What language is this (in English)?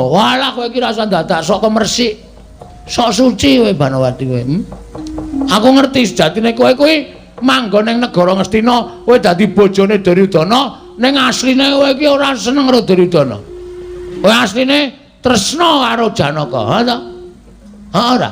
Javanese